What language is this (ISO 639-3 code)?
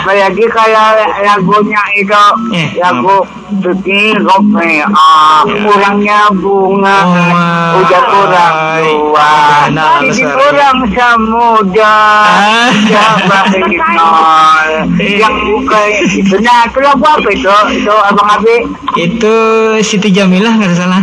bjn